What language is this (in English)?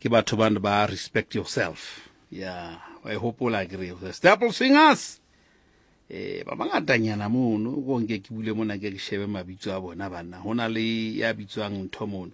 Southern Sotho